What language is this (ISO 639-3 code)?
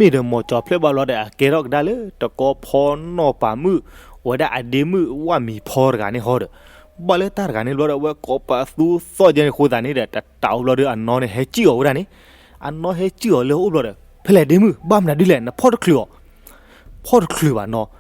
ksw